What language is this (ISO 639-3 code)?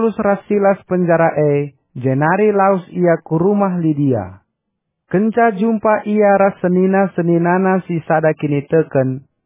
btx